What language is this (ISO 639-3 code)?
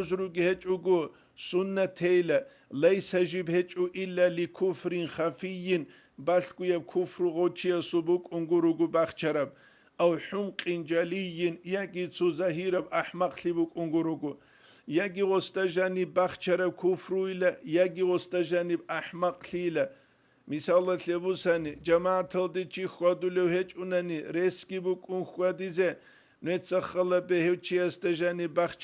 ava